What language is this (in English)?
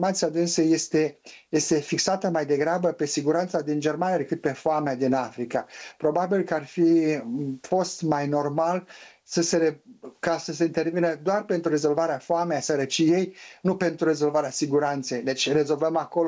Romanian